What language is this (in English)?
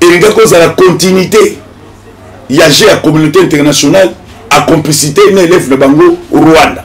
Lingala